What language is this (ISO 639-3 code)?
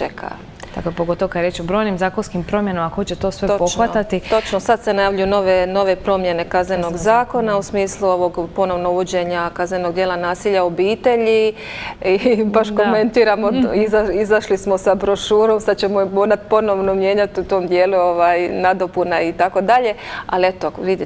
hrv